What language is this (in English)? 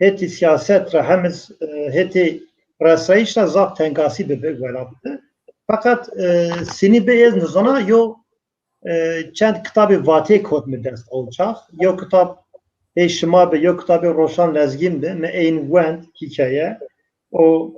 Zaza